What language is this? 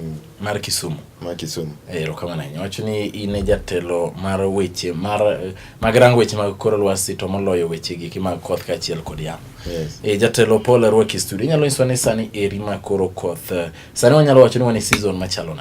Luo (Kenya and Tanzania)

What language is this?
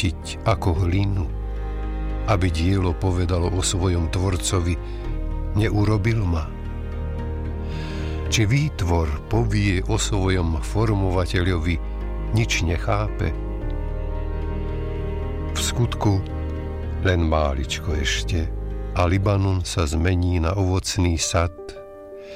Slovak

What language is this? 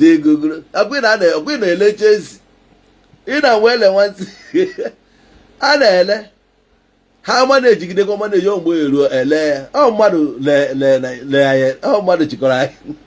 Igbo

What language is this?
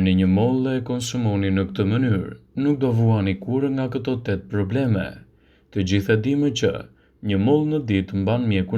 Albanian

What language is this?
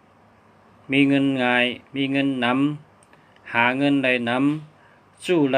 Shan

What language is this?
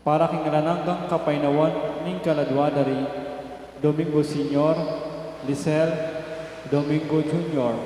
Pampanga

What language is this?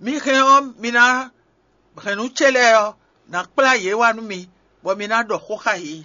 Fon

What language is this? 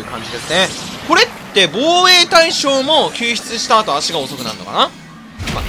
Japanese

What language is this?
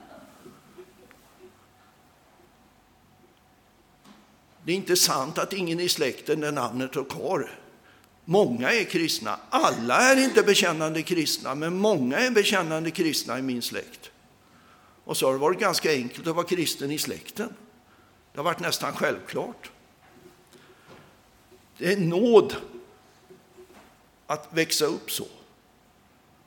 Swedish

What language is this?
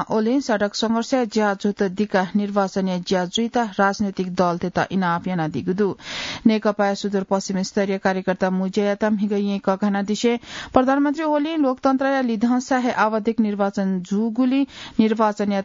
Newari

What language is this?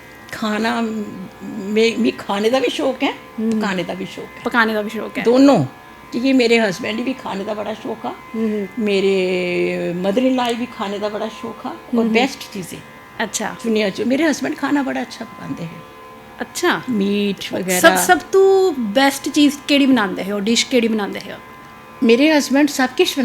Dogri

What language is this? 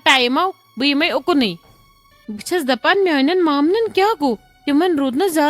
Kashmiri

